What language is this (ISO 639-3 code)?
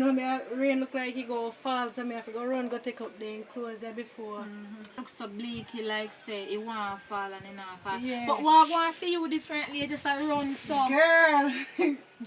jam